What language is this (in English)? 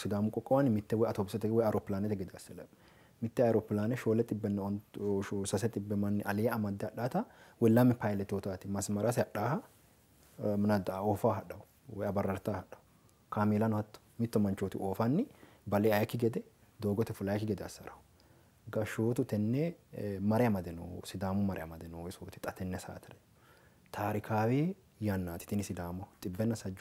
Sidamo